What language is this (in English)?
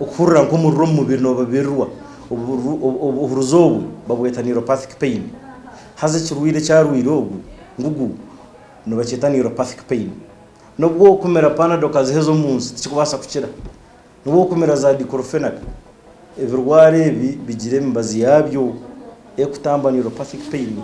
Nyankole